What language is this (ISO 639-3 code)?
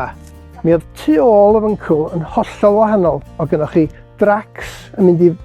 cym